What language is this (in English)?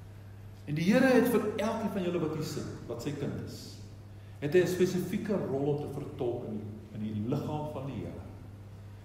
Afrikaans